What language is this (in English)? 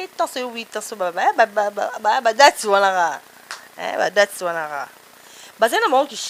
Lingala